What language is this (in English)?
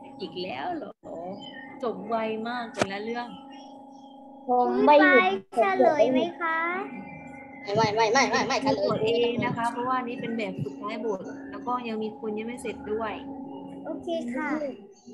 Thai